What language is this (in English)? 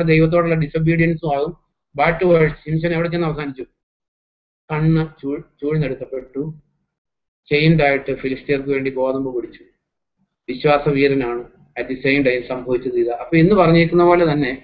Malayalam